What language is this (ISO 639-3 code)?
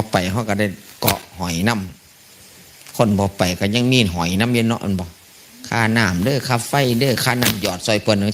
tts